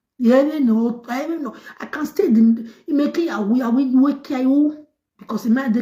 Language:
Nigerian Pidgin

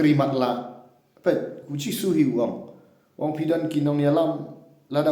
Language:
Khasi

